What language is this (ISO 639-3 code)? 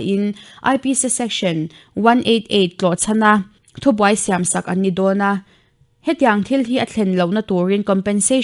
lus